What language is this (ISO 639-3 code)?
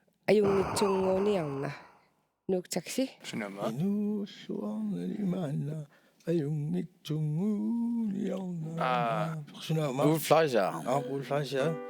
kal